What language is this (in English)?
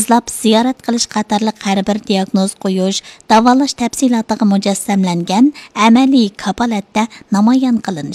Uyghur